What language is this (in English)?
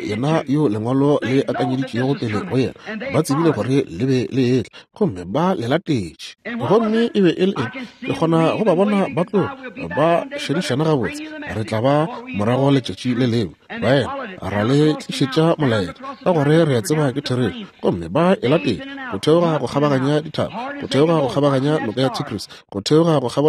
Northern Sotho